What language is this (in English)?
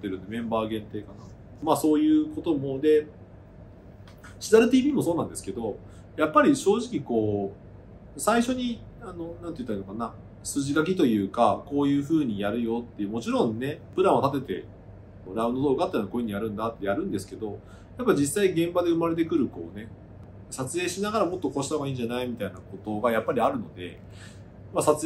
Japanese